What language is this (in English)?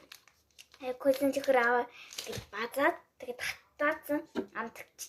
Mongolian